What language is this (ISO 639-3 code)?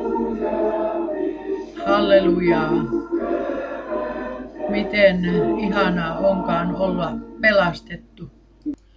fin